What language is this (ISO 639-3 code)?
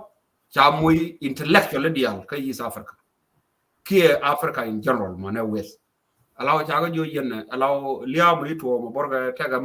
nus